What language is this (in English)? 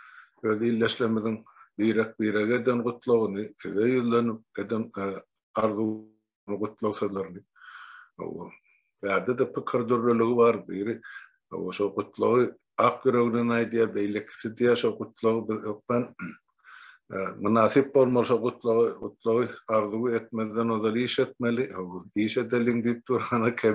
Turkmen